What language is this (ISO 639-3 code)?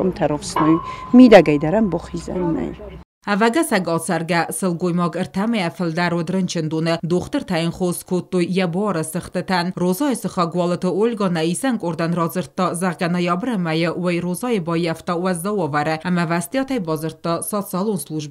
oss